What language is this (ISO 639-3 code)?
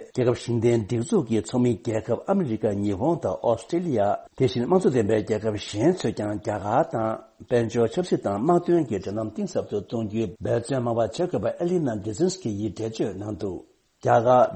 bod